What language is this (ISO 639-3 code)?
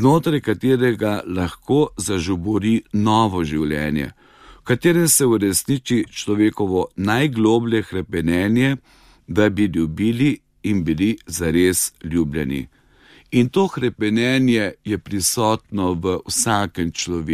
slv